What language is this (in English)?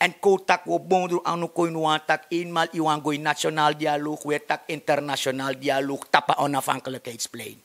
Sranan Tongo